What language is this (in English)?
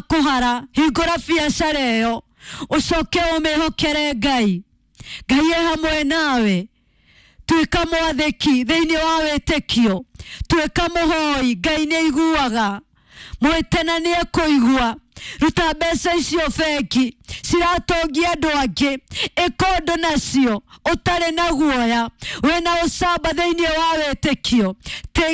Kikuyu